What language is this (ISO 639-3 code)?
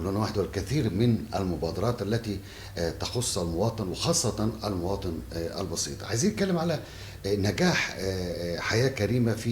arz